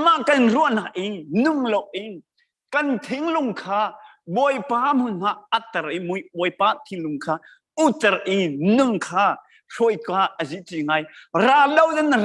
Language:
Hakha Chin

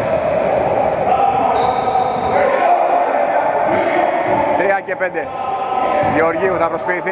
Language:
Greek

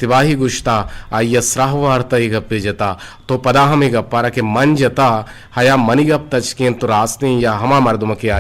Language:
Eastern Balochi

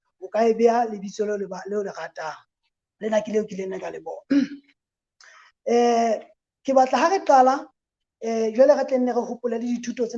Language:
Southern Sotho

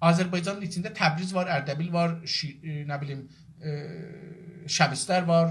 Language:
South Azerbaijani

